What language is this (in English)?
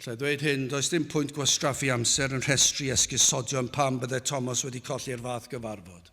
Welsh